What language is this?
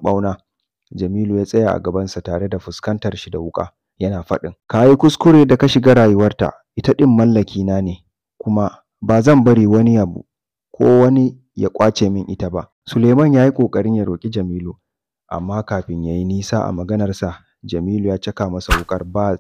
Hausa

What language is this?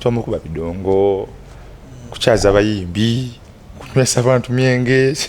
Ganda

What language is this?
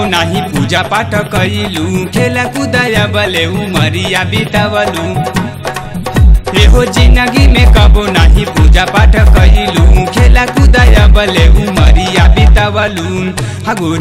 Bhojpuri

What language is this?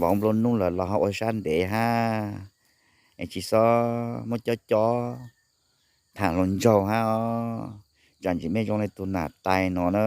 Hmong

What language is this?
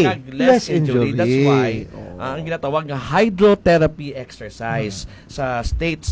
Hiligaynon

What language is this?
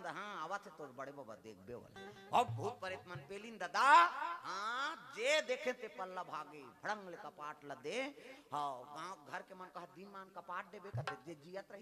Chhattisgarhi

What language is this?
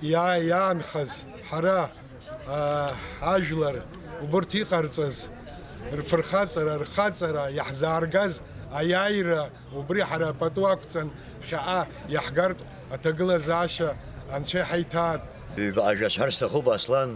Abkhazian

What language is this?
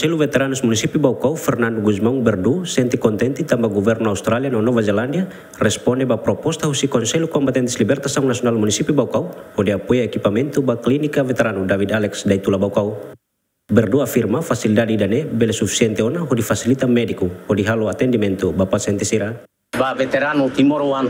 Tetum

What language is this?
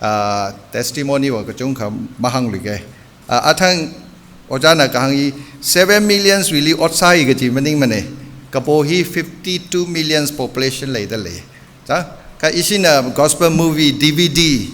Tangkhul Naga (India)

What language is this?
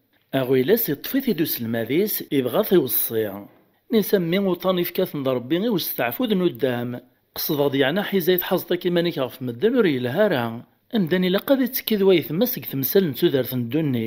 Kabyle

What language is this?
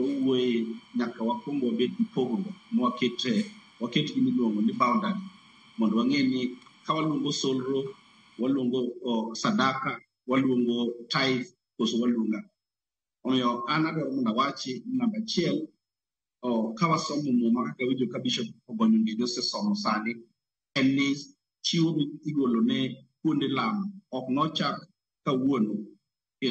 Luo (Kenya and Tanzania)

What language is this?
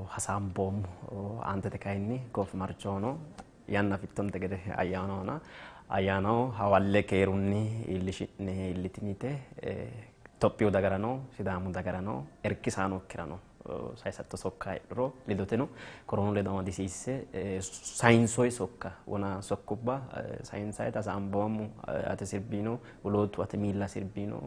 Sidamo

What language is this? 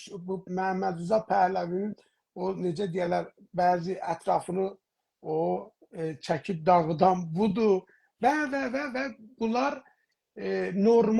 South Azerbaijani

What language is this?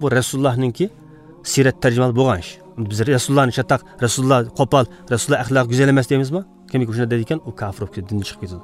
Uyghur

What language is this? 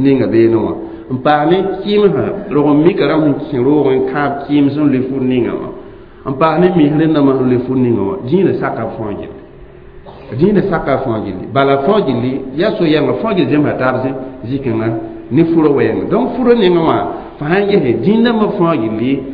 Mossi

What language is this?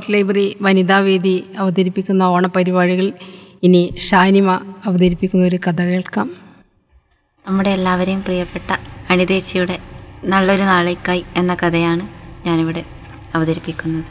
Malayalam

